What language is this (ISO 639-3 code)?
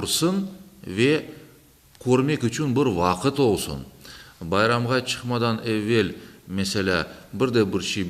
crh